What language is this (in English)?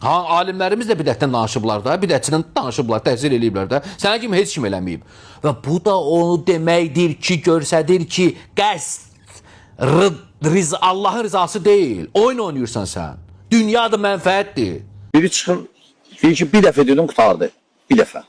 Azerbaijani